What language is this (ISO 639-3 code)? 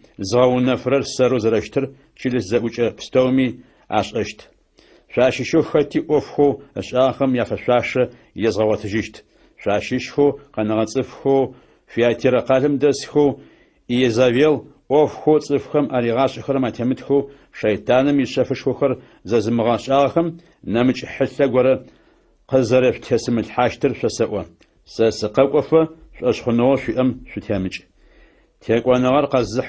ady